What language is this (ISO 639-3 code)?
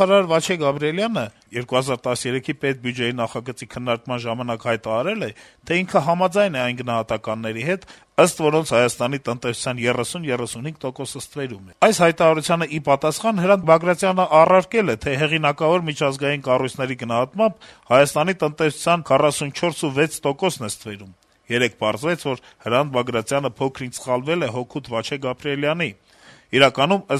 hye